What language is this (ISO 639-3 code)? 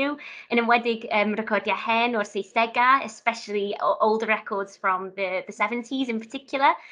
cym